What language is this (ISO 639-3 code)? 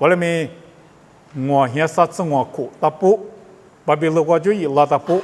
lis